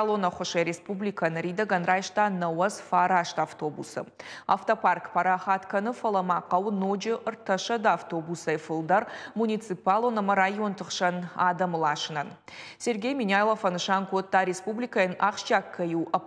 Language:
Ossetic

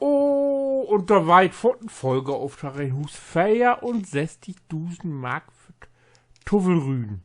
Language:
Low German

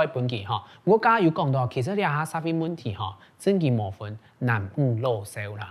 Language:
Hakka Chinese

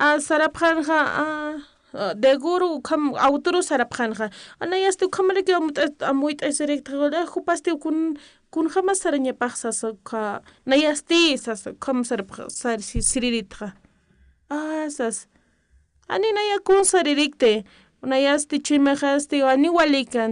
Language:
Aymara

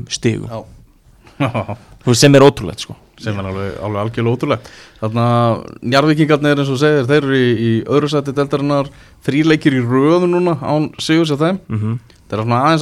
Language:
Icelandic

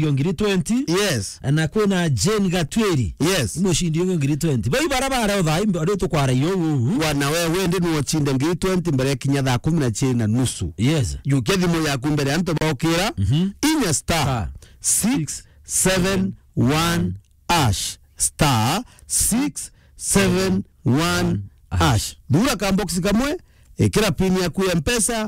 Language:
Meru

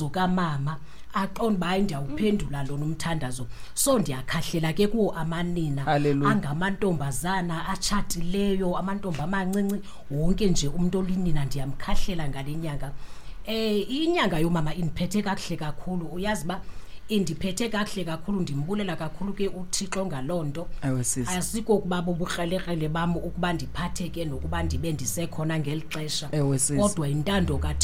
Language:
Xhosa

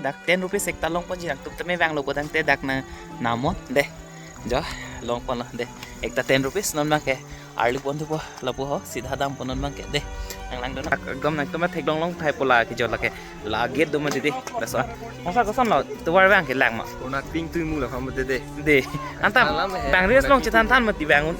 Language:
Karbi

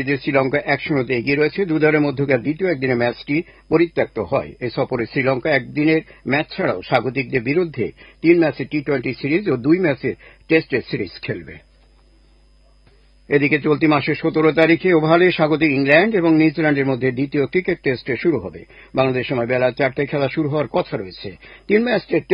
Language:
Bangla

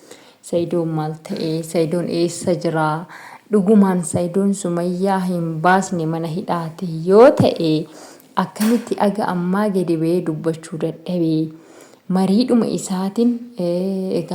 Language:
Oromo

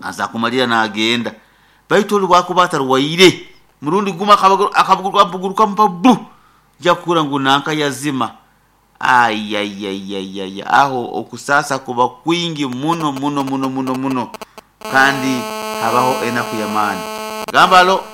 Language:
Nyoro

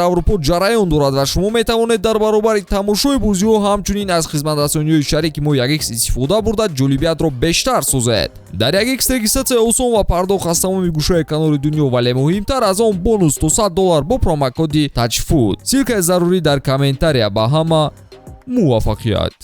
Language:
Tajik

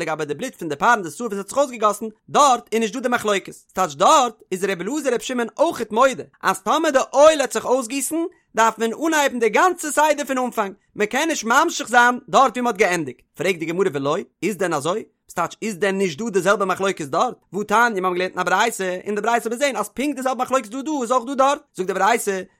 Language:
Yiddish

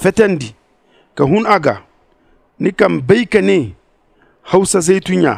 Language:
Zarma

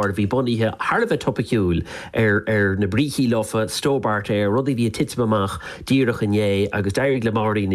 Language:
Irish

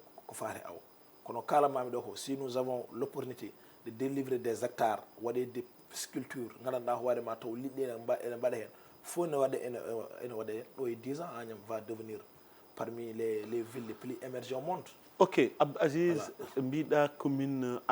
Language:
Fula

